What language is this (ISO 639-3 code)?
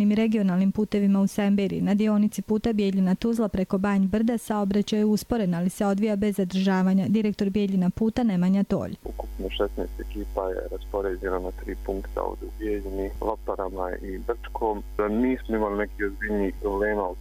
hrv